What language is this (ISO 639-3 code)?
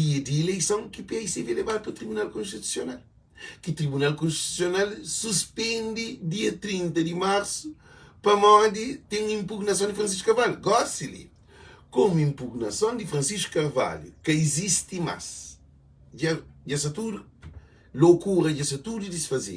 kea